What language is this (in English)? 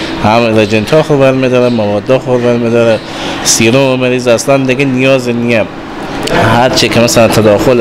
Persian